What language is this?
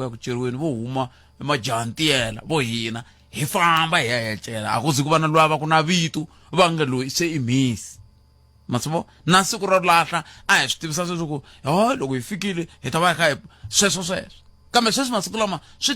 Tsonga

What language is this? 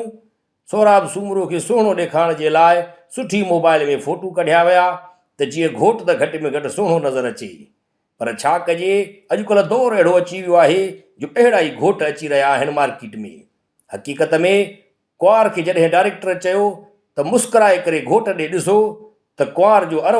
Sindhi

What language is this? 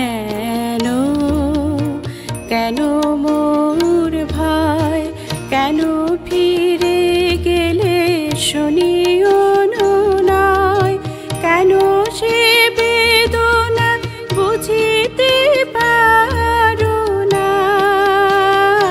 Bangla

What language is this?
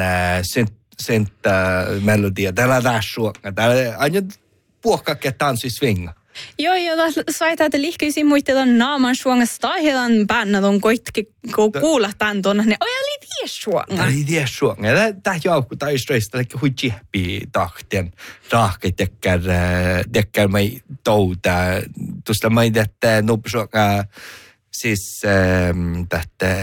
Northern Sami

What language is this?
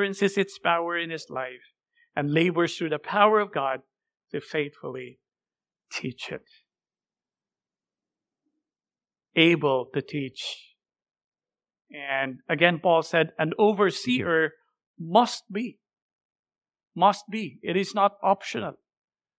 English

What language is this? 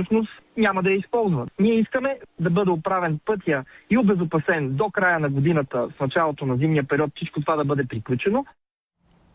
Bulgarian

